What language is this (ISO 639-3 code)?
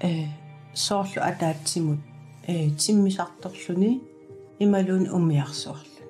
kal